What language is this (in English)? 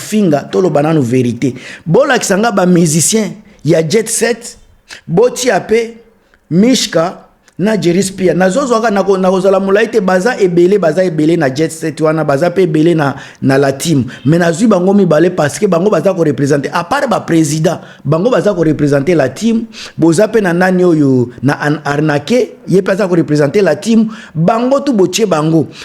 Lingala